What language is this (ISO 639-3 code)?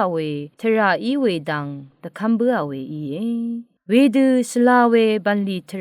raw